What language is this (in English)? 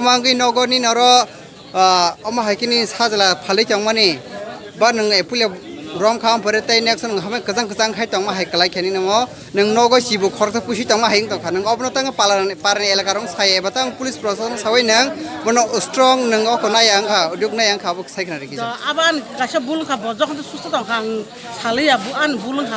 Kok Borok